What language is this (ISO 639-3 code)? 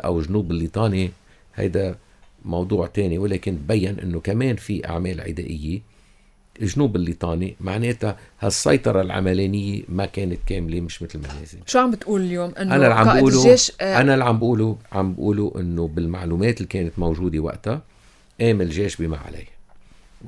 apc